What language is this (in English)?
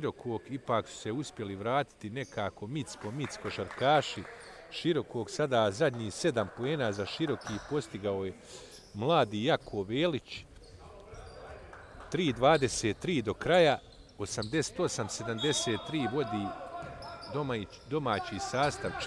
Bosnian